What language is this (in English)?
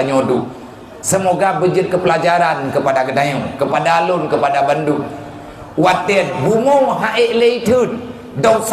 Achinese